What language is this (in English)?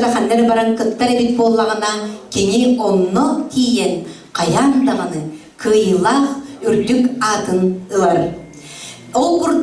Yakut